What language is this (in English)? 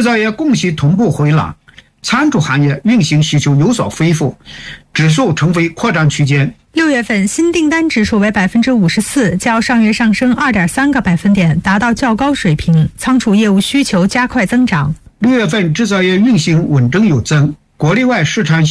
Chinese